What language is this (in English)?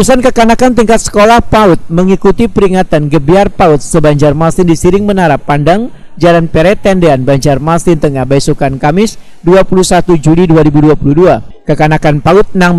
Banjar